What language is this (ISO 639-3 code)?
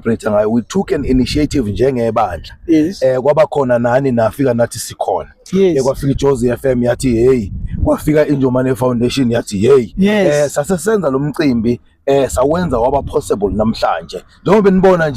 zul